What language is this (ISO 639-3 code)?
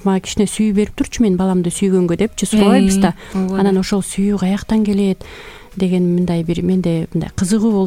kir